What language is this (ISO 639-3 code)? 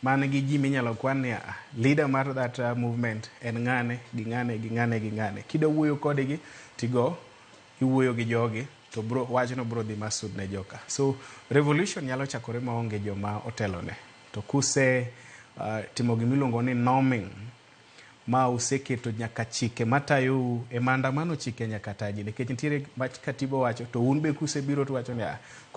luo